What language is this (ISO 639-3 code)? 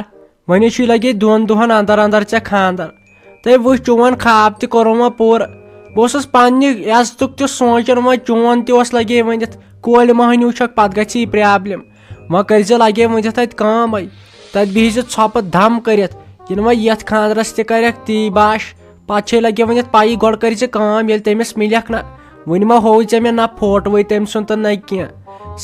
kas